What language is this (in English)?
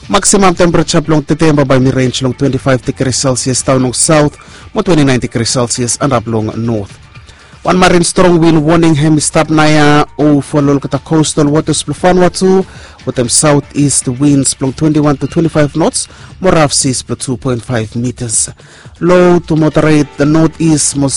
Bislama